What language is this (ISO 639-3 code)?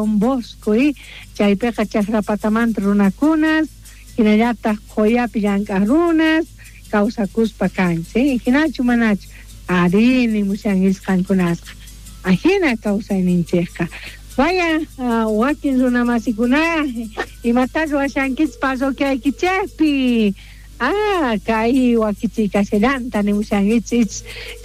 quh